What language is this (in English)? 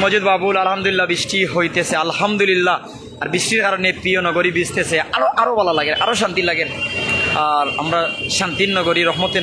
Sylheti